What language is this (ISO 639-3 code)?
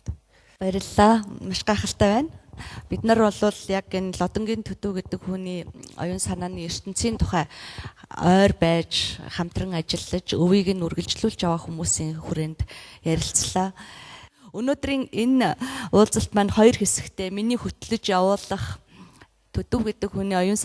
mon